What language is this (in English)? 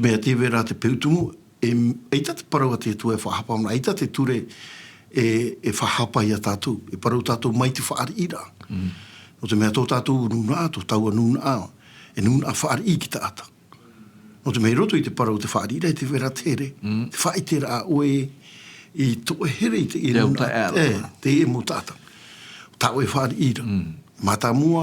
Tahitian